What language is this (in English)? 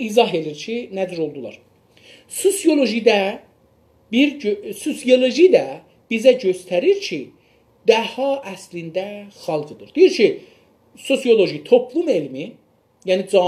South Azerbaijani